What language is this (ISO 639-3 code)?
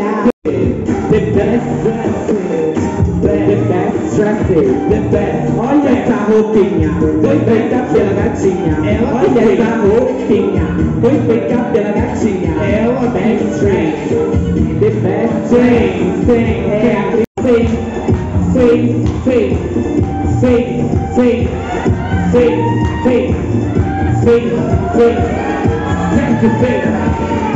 por